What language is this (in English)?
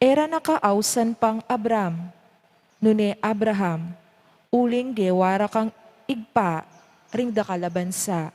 Pampanga